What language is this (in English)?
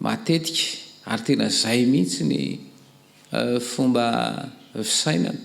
Malagasy